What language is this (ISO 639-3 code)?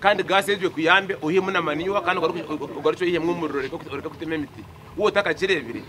nyn